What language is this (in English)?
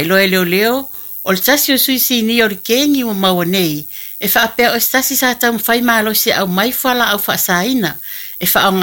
Samoan